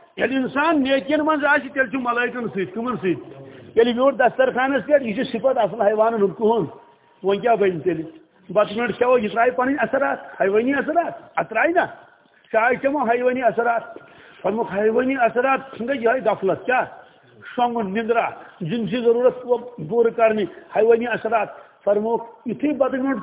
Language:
Kashmiri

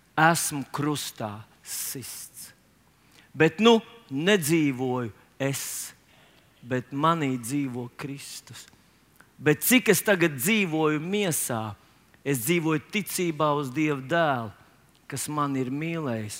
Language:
Latvian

